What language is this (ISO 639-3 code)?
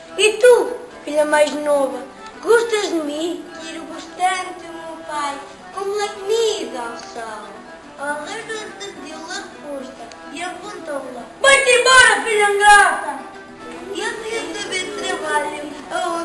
mwl